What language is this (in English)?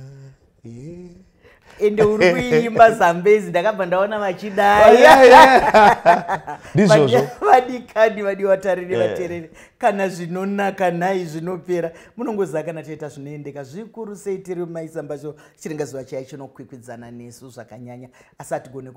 Shona